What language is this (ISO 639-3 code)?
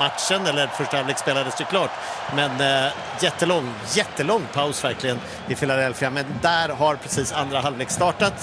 swe